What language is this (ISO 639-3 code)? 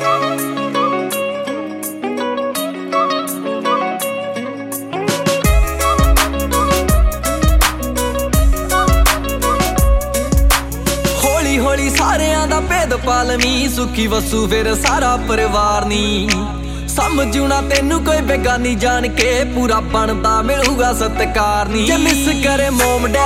pan